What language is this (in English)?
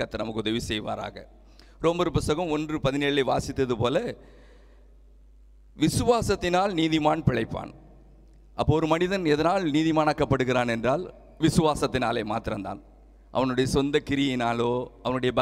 Tamil